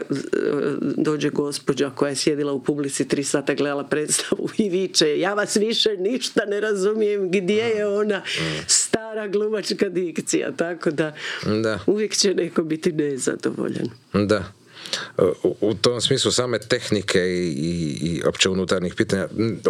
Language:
Croatian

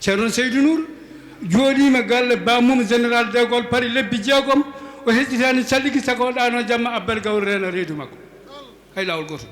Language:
Fula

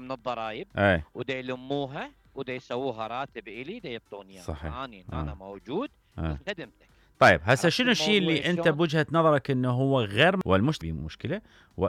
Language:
Mesopotamian Arabic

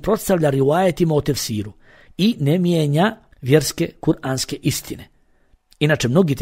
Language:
Bosnian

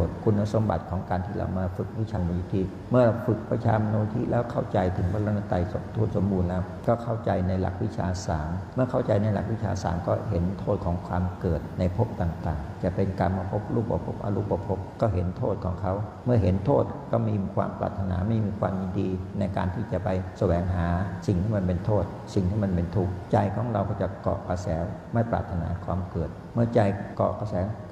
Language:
Thai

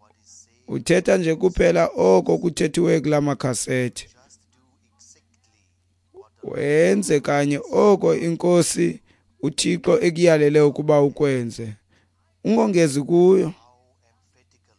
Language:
Xhosa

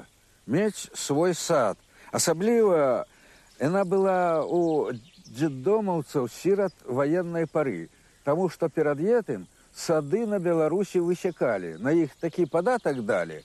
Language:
Belarusian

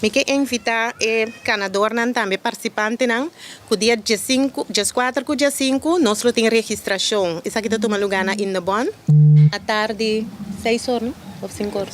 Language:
Papiamento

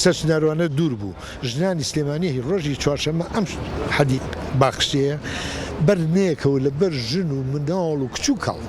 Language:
Central Kurdish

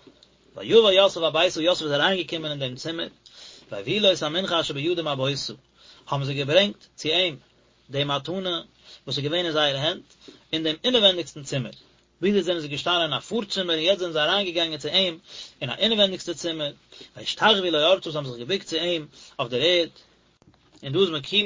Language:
Yiddish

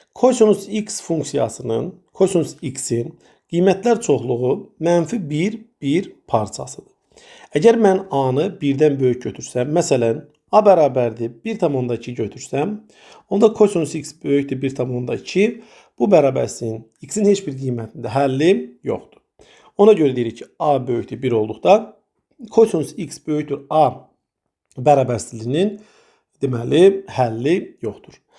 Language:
Azerbaijani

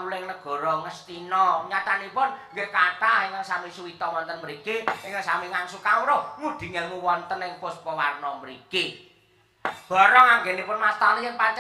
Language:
Javanese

